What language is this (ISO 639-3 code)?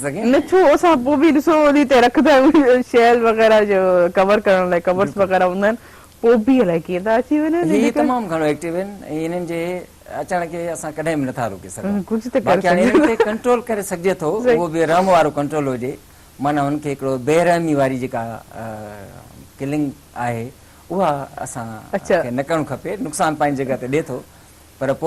snd